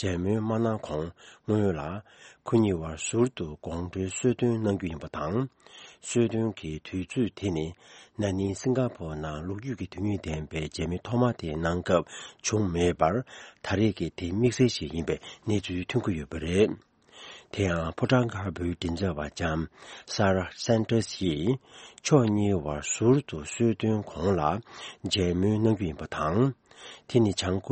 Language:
Tibetan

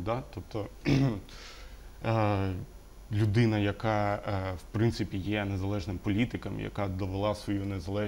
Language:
Ukrainian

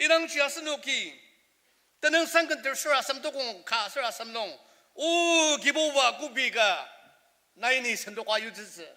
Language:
Ao Naga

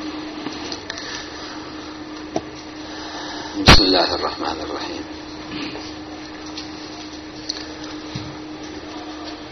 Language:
Arabic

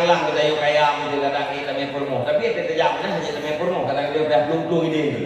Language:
Achinese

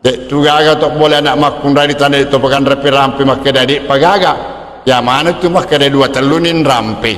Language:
Buginese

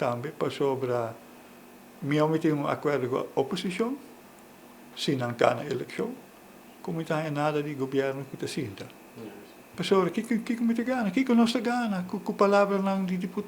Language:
Papiamento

